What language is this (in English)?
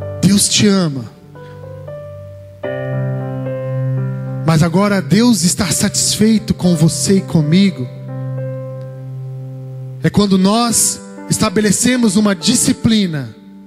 Portuguese